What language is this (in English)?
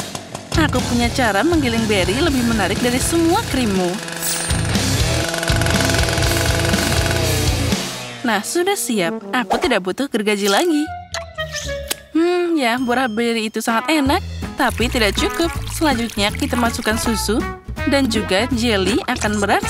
Indonesian